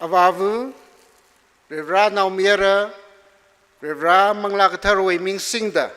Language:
Tangkhul Naga (India)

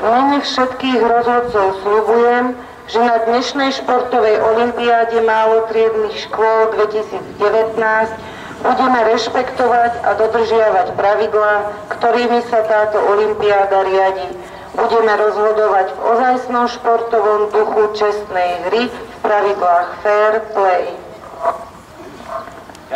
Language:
Slovak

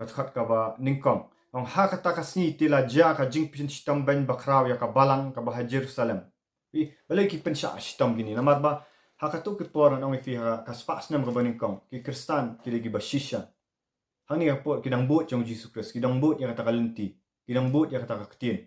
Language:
Khasi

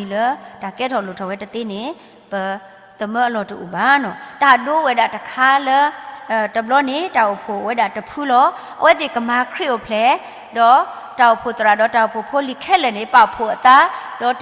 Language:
S'gaw Karen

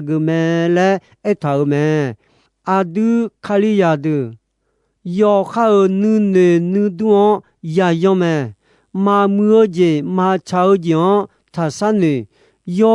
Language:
Akha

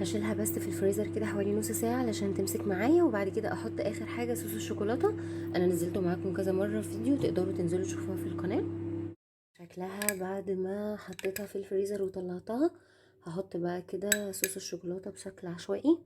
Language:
Egyptian Arabic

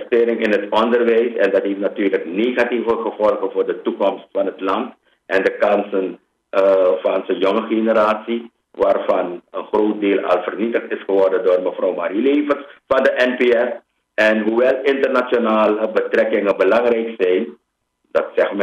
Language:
Dutch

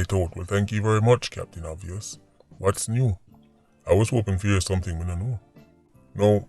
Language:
Jamaican Creole English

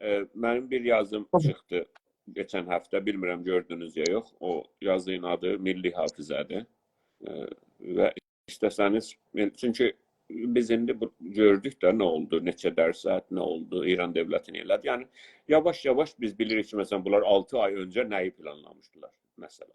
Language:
South Azerbaijani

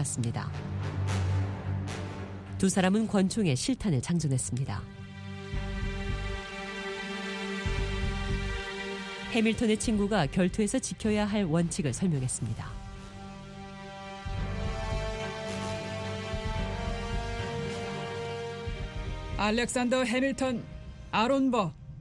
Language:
Korean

